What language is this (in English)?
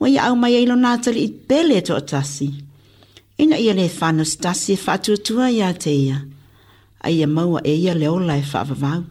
Samoan